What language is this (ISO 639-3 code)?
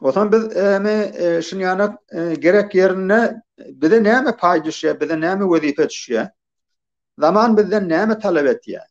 tuk